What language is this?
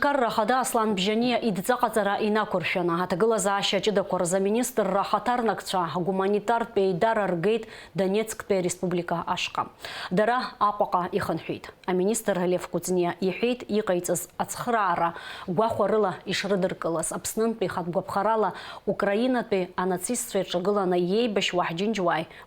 Abkhazian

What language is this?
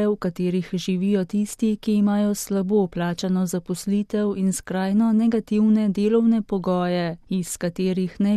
Slovenian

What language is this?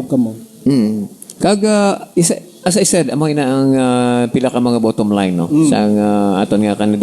Hiligaynon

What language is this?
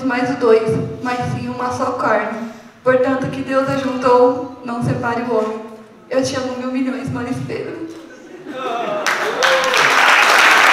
Portuguese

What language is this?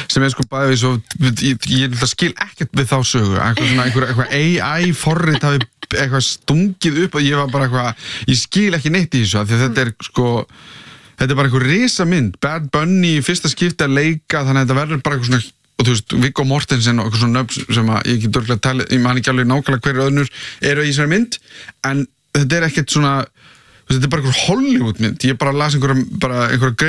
Icelandic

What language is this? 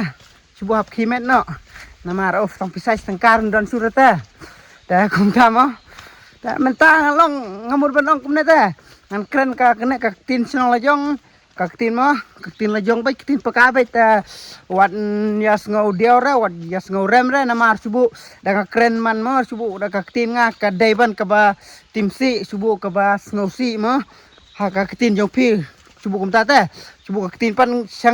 Khasi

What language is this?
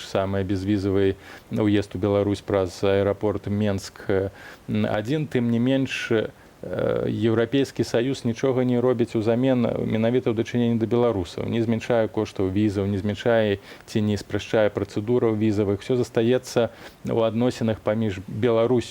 Belarusian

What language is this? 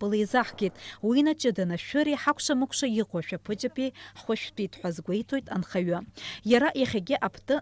Abkhazian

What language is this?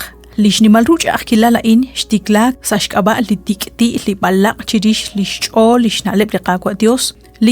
Kekchí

